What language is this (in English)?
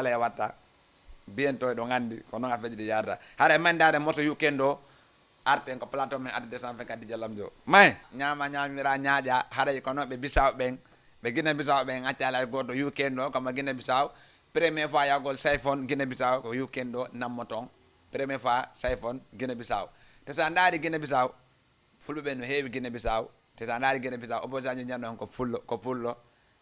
Fula